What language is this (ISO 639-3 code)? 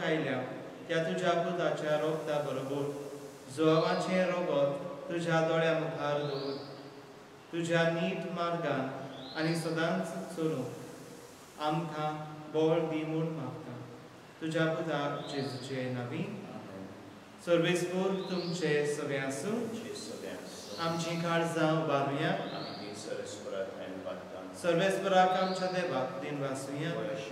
kok